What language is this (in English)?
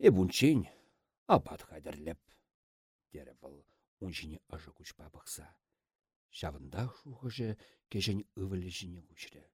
Chuvash